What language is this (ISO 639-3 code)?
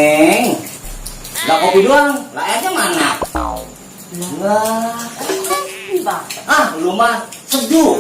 bew